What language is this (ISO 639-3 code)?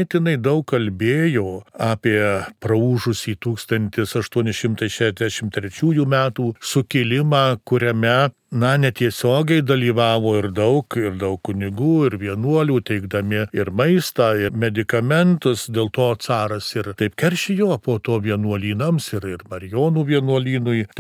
lit